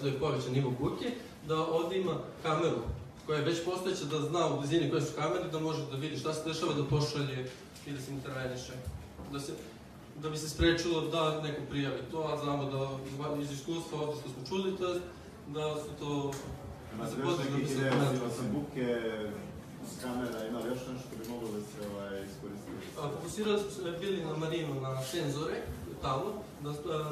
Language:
Serbian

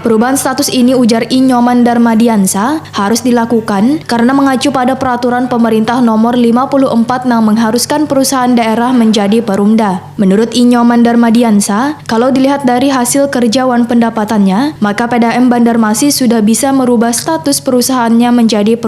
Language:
Banjar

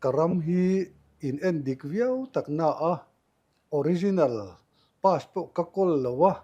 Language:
Mizo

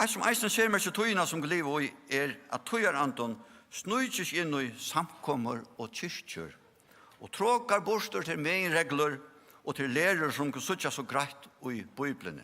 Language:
Faroese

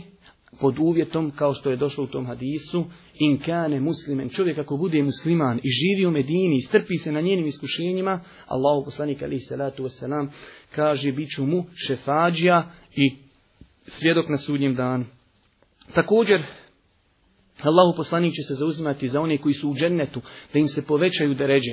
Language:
Bosnian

